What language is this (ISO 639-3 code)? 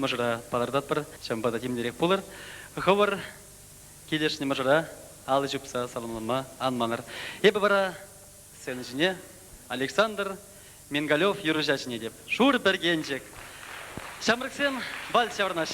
chv